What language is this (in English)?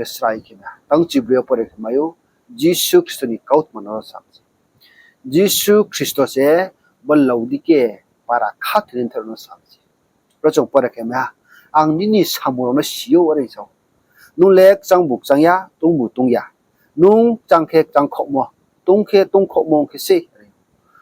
Riang (India)